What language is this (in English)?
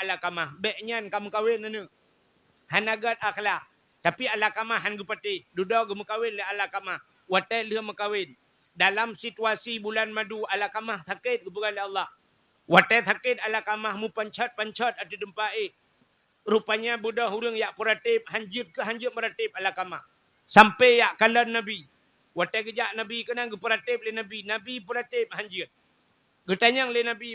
Achinese